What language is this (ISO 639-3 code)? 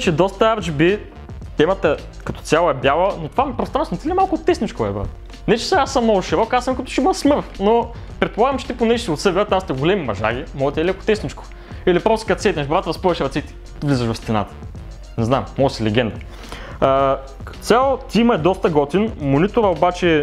bul